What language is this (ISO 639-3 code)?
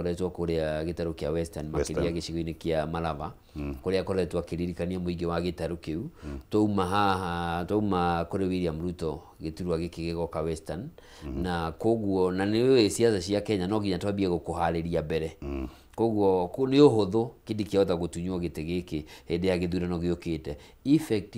kik